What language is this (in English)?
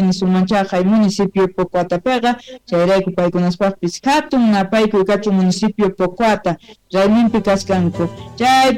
South Bolivian Quechua